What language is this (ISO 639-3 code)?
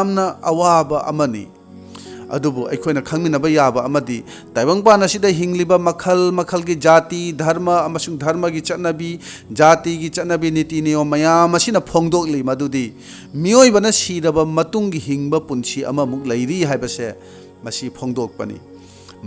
mni